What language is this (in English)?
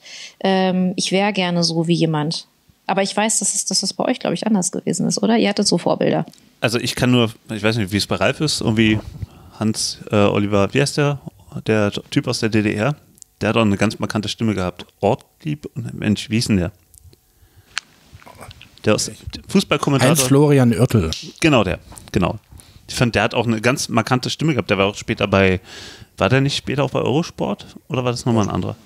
German